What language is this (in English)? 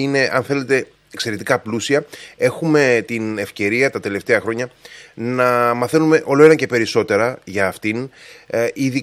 Greek